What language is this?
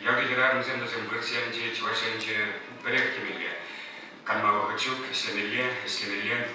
Chuvash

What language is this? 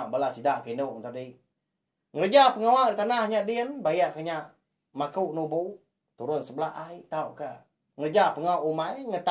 Iban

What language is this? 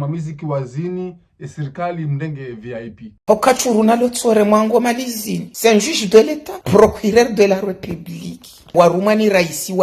Ngazidja Comorian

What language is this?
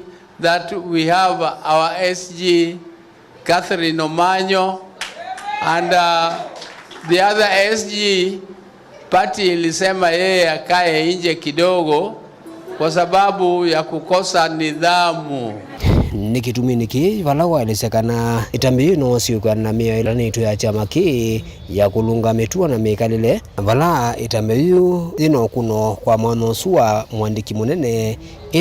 Kamba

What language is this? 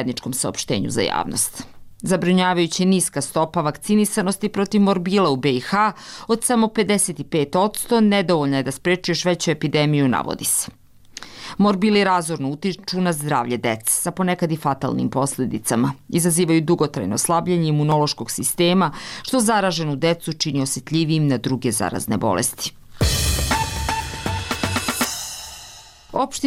Bosnian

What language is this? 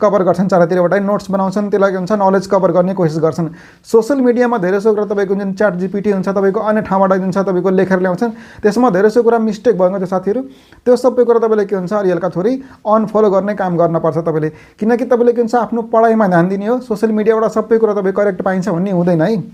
Nepali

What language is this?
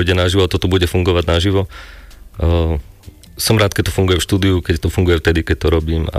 Slovak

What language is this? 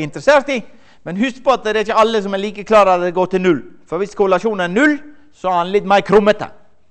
Norwegian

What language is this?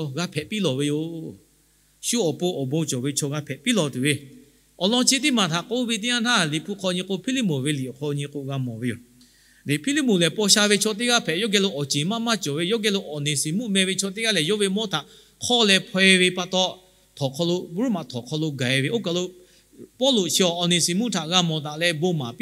Lahu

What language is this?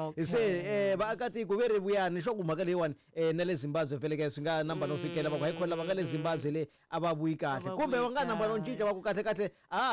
Tsonga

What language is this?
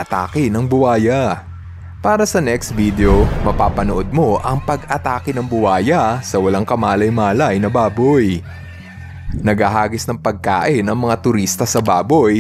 Filipino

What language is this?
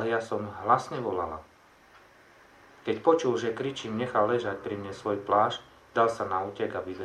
Slovak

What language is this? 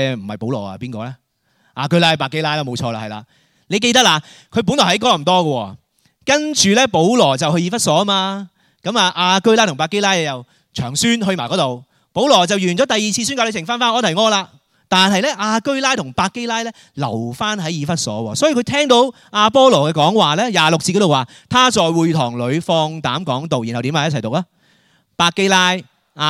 Cantonese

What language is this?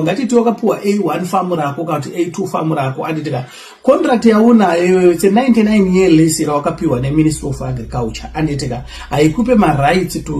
Shona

